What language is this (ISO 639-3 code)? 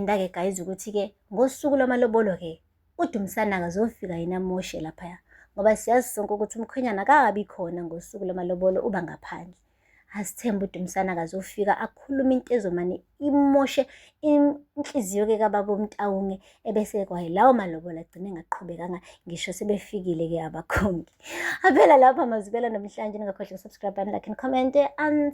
zul